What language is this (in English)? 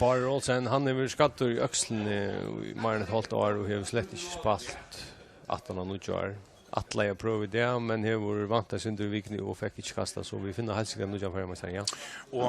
Faroese